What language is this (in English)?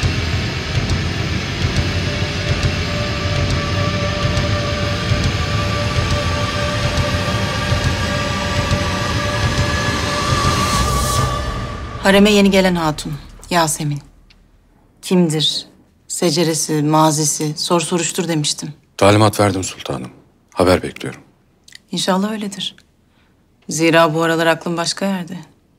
Turkish